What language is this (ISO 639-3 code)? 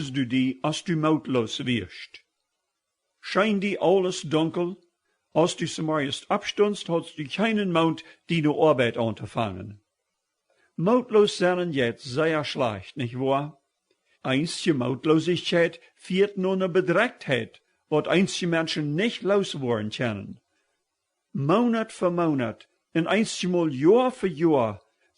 pdt